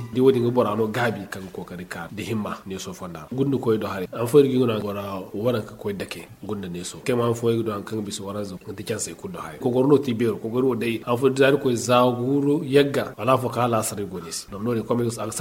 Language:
Zarma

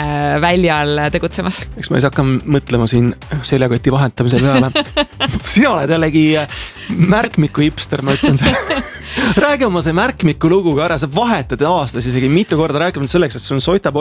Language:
Estonian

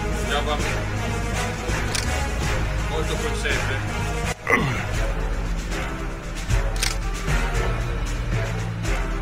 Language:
Greek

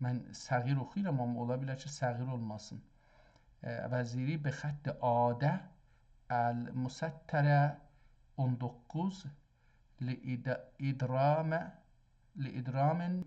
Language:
South Azerbaijani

